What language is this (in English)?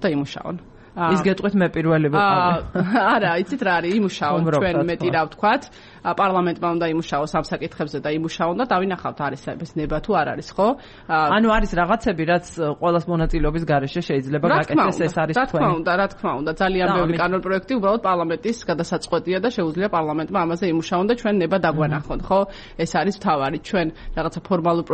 Georgian